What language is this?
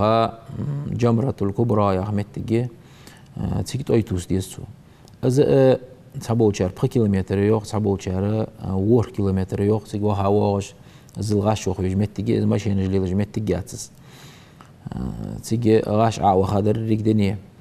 Ingush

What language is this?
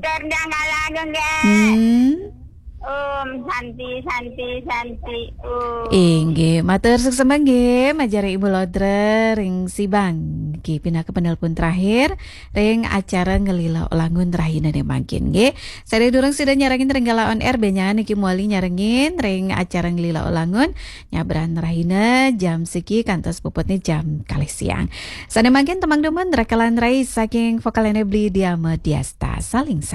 Balinese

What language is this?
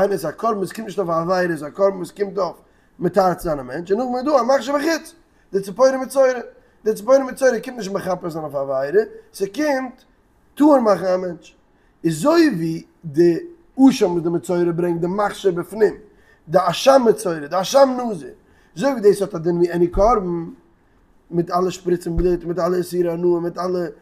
Yiddish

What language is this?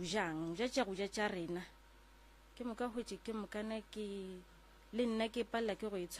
Northern Sotho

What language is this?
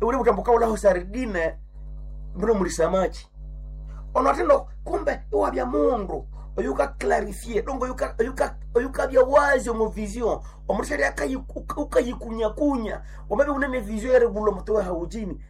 Nande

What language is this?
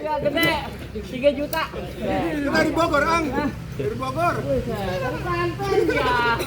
Betawi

